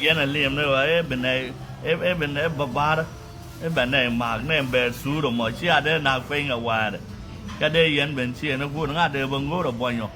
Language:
Nuer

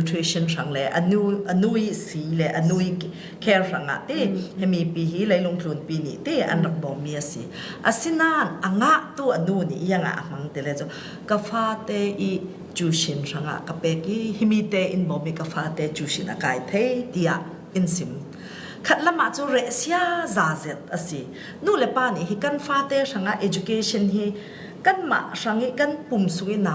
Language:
Falam Chin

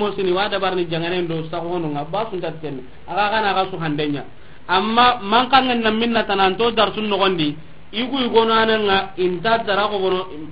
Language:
Soninke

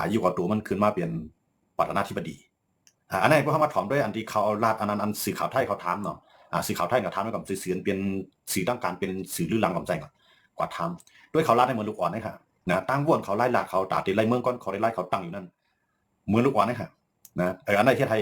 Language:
Shan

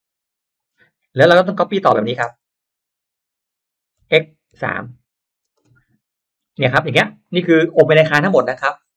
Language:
Thai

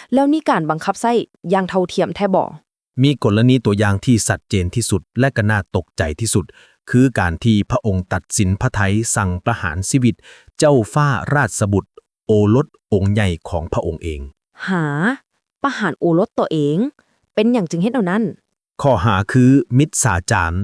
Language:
Lao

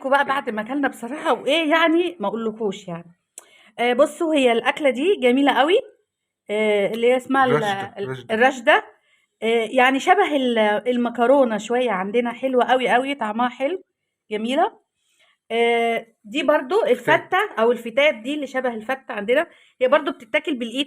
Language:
Egyptian Arabic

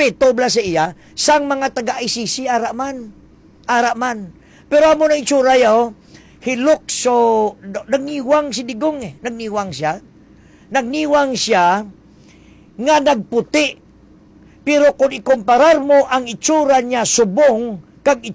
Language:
Hiligaynon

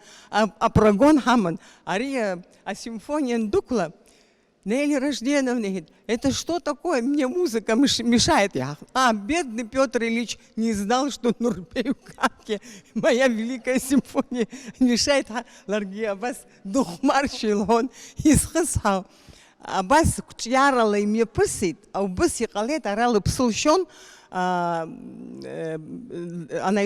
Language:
Abkhazian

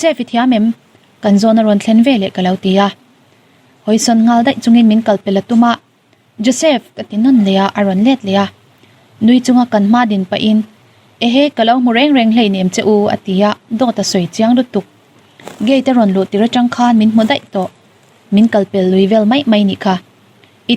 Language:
Mizo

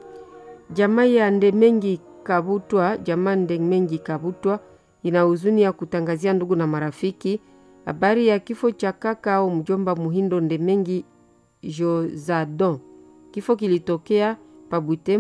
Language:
Swahili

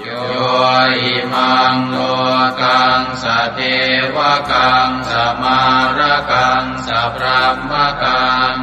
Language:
Pali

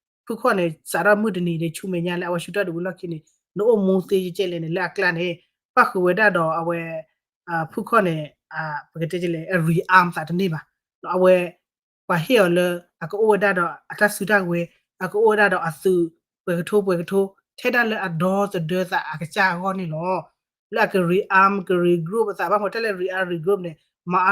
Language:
S'gaw Karen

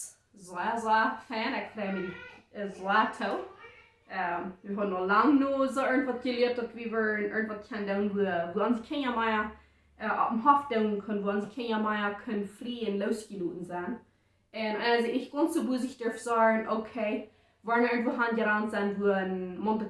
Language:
Plautdietsch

